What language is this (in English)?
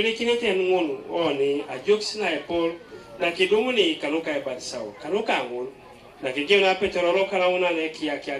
Teso